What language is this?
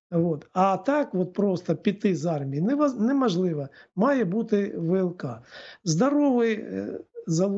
Ukrainian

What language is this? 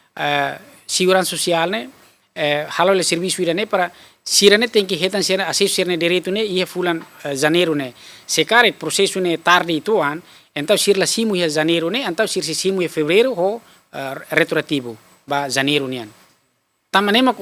Tetum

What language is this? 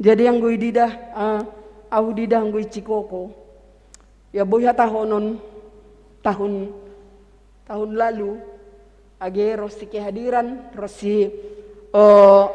Batak Simalungun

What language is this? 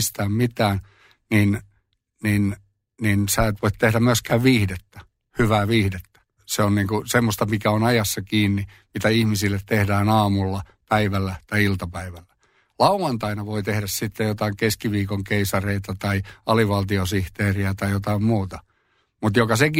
Finnish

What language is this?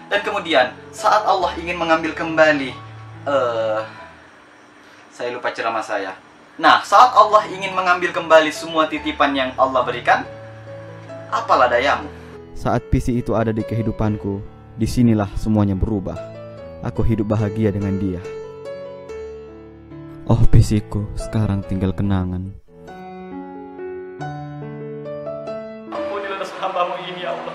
Indonesian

